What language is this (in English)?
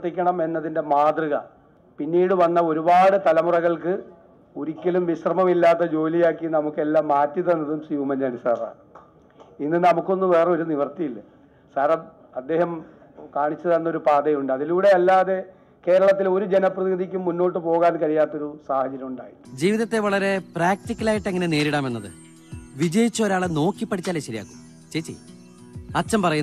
Malayalam